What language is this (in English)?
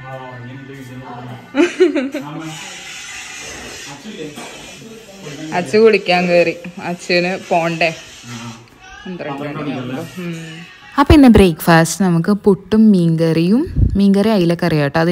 Malayalam